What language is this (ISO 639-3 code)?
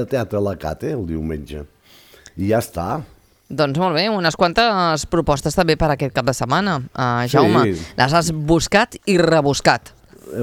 cat